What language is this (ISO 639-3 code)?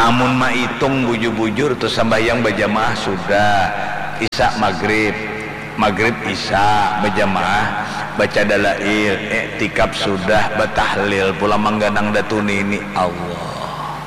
bjn